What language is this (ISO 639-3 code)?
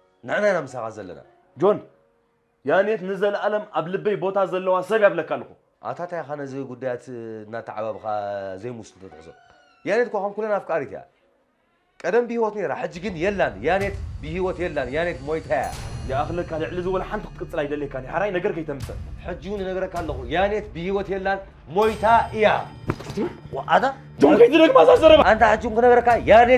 tir